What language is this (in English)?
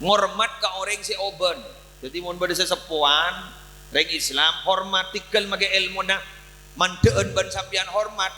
Madurese